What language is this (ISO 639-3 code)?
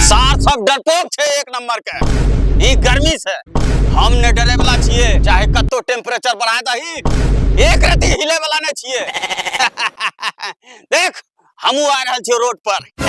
anp